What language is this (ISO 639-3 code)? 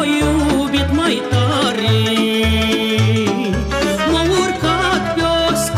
ron